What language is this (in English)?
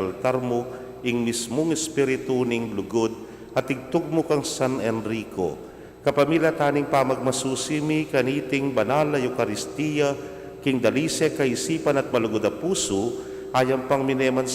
Pampanga